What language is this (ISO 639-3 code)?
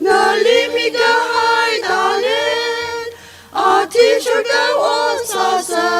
nmf